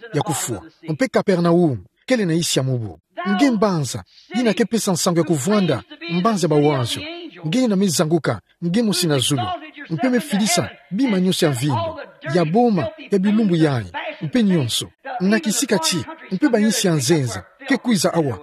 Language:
Kituba (Democratic Republic of Congo)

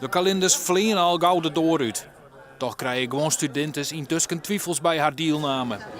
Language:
Western Frisian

